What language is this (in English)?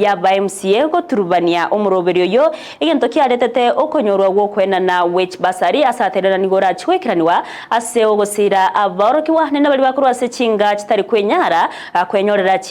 Gusii